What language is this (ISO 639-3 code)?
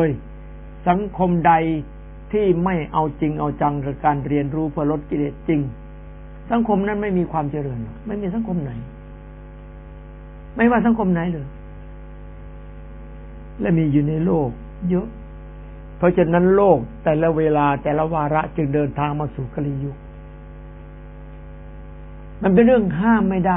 tha